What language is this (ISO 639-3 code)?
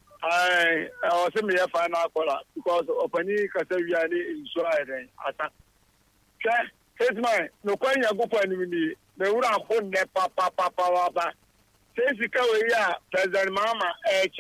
aka